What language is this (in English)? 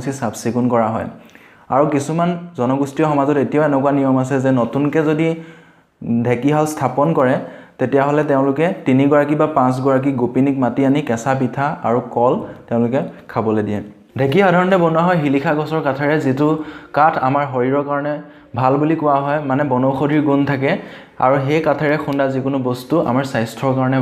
Assamese